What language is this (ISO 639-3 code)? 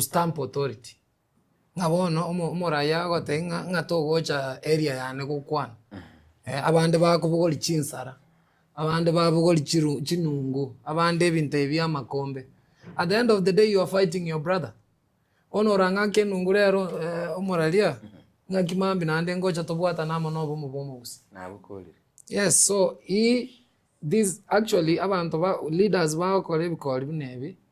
guz